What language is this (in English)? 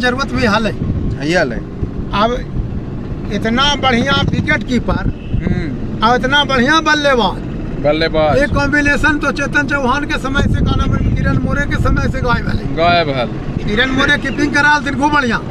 Magahi